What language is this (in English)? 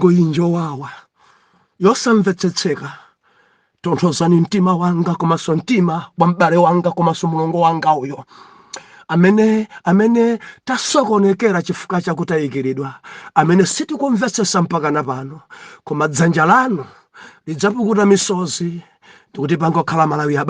Nyanja